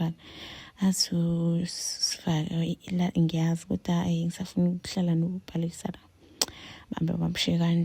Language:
Zulu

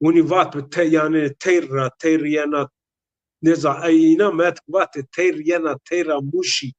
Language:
Zaza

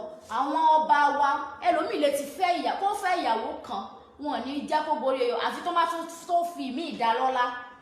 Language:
Yoruba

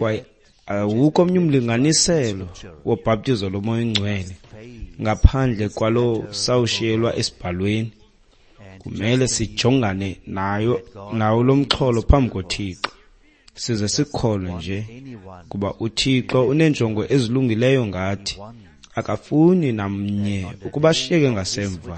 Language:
Xhosa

